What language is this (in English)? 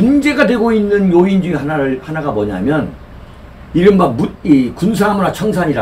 Korean